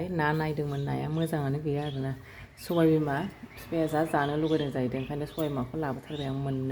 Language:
Bodo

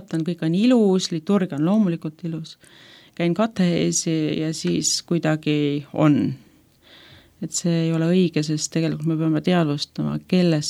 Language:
Estonian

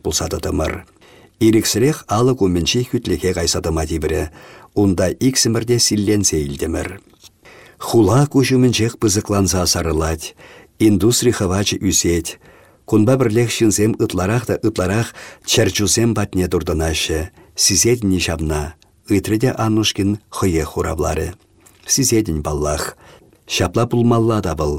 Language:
Chuvash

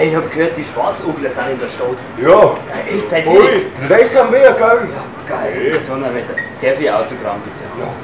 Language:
Bavarian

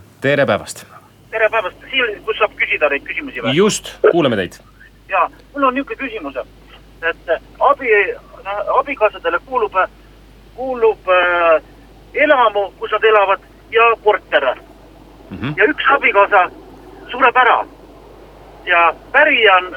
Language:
Estonian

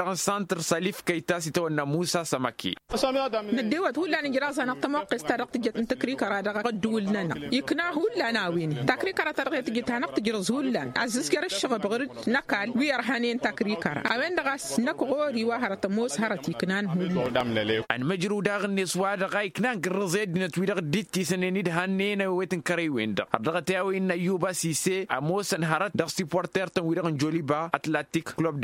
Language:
Tamasheq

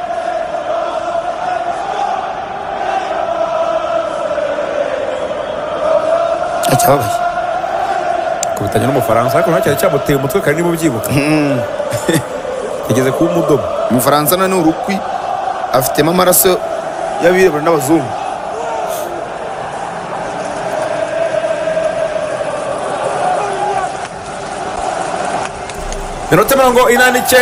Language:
Kinyarwanda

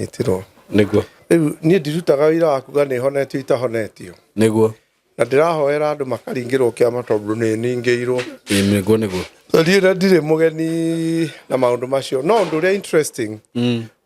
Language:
Kikuyu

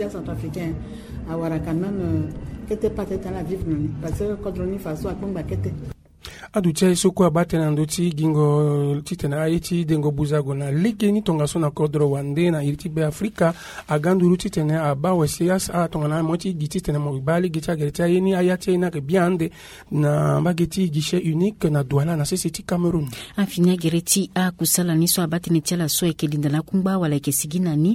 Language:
Sango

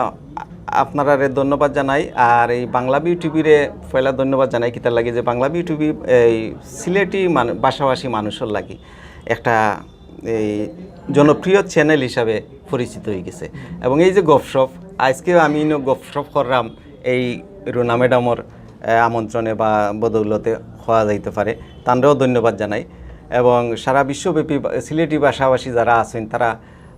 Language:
Sylheti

